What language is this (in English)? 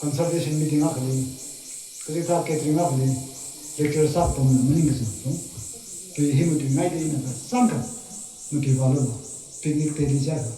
Tangkhul Naga (India)